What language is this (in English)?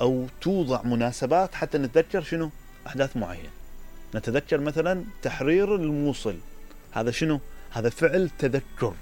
Mesopotamian Arabic